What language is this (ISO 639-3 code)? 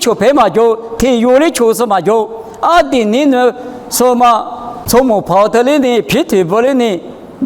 lis